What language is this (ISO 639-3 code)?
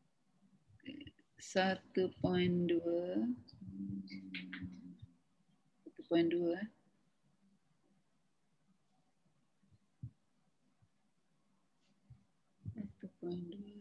msa